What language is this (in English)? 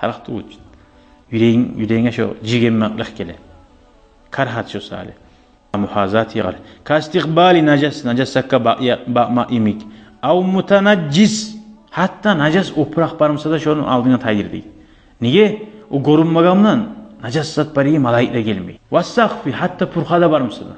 Kumyk